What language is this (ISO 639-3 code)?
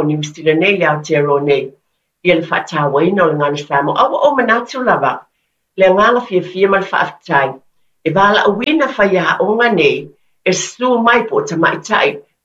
smo